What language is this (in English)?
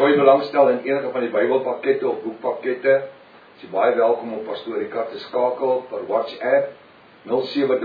Afrikaans